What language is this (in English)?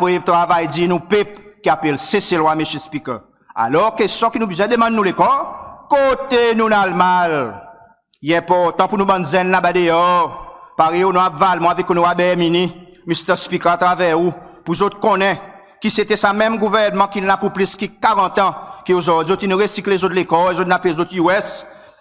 Seselwa Creole French